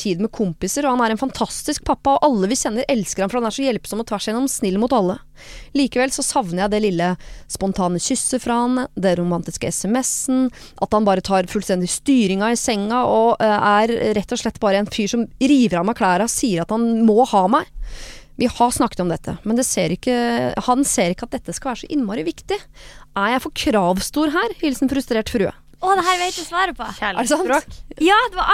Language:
Norwegian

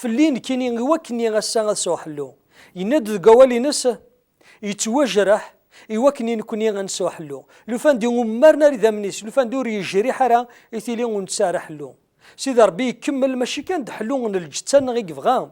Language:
Kabyle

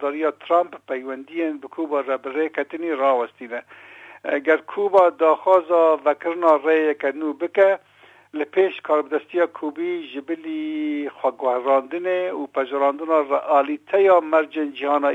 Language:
Kurdish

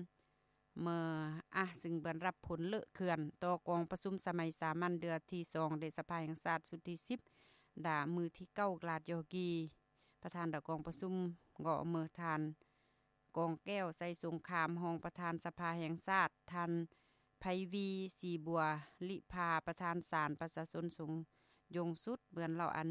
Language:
Lao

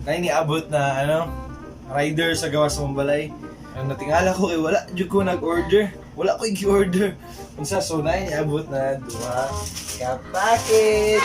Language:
Cebuano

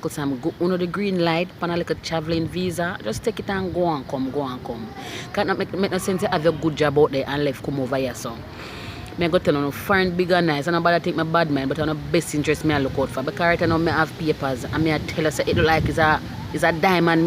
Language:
Jamaican Creole English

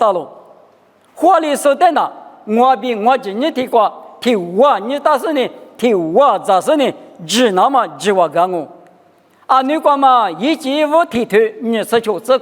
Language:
Lisu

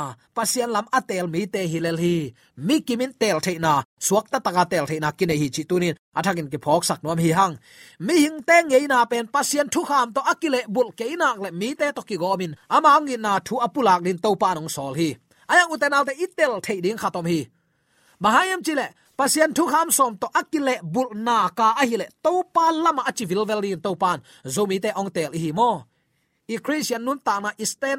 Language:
Tedim Chin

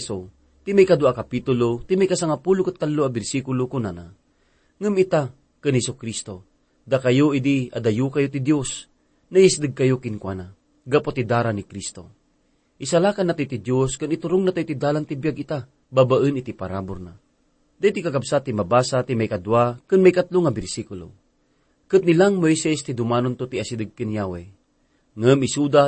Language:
Iloko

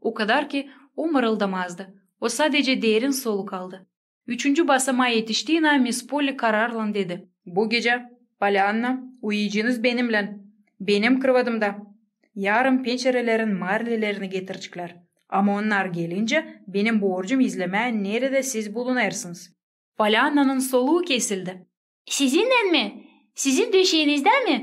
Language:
Gagauz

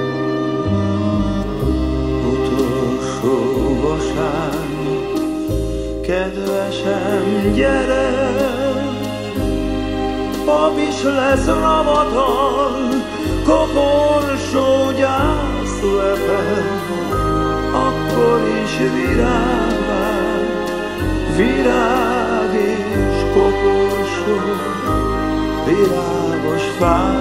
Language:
Hungarian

